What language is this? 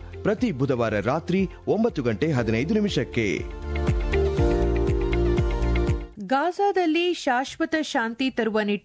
Kannada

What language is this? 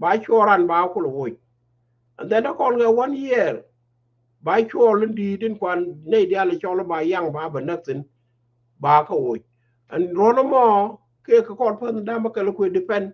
Nuer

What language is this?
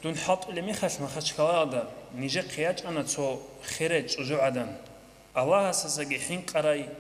Avaric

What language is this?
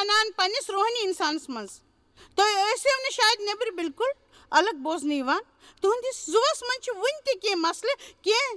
Kashmiri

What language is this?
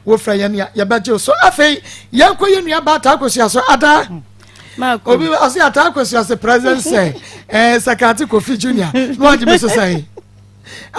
Akan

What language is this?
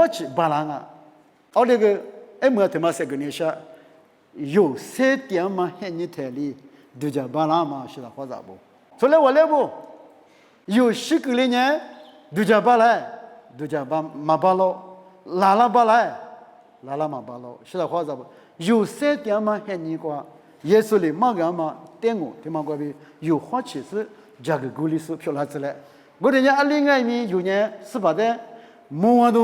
Lisu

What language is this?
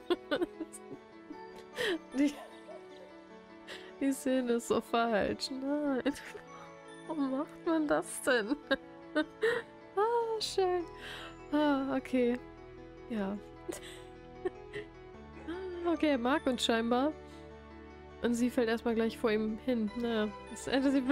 German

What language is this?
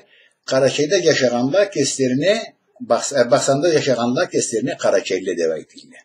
Karachay-Balkar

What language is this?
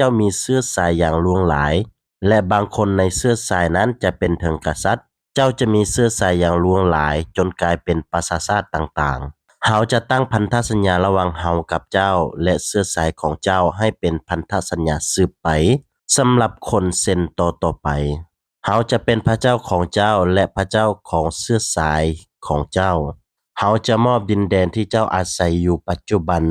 Lao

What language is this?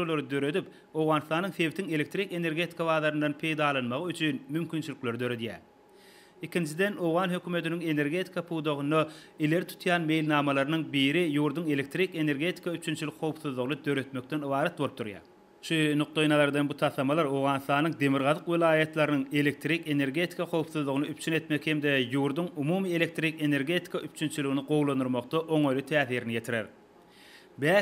Turkmen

